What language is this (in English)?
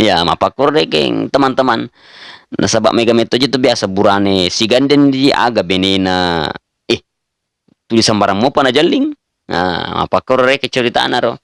Buginese